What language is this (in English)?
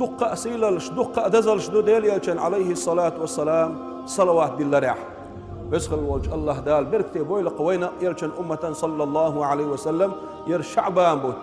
Chechen